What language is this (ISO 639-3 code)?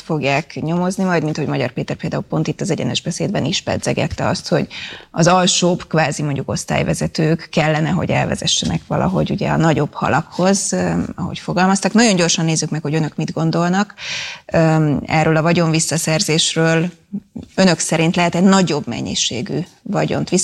hun